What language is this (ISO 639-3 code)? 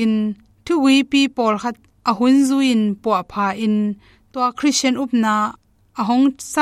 ctd